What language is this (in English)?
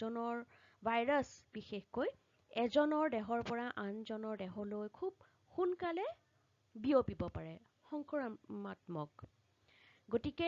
Assamese